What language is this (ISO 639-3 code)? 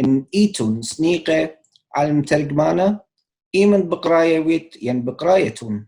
aii